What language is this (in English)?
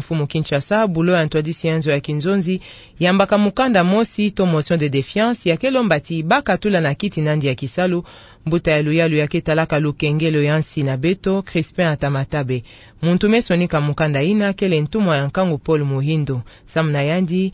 Kituba (Democratic Republic of Congo)